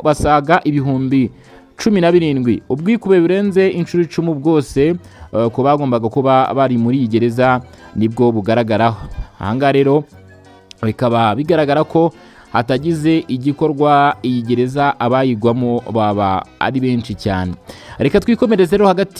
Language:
Kinyarwanda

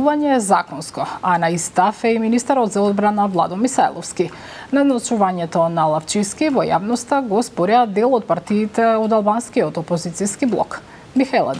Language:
Macedonian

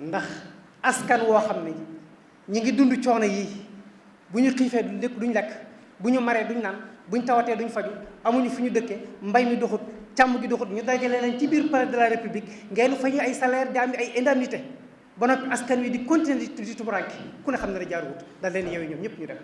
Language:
Wolof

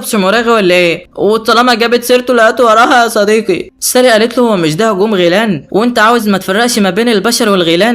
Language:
Egyptian Arabic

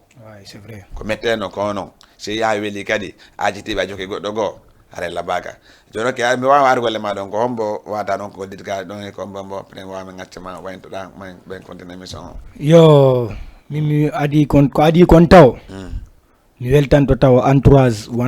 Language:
Fula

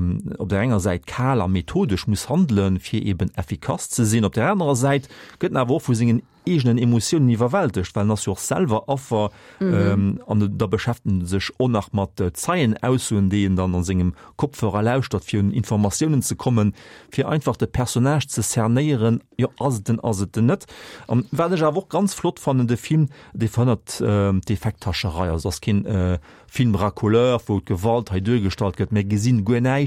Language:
Luxembourgish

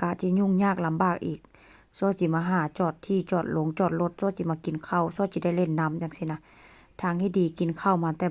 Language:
Northeastern Thai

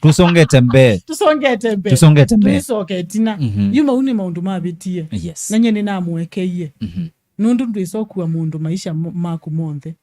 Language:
Kamba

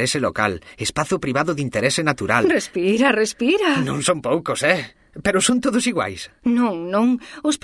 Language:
Galician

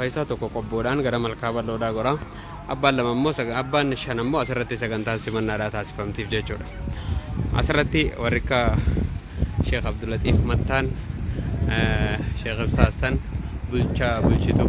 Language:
Oromo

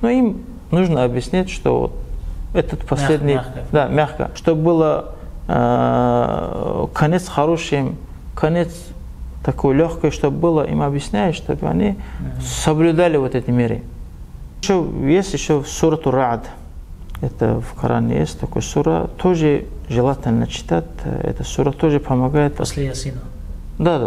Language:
Russian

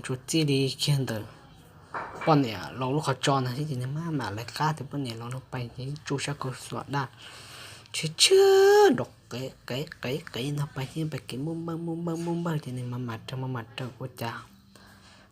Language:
Hmong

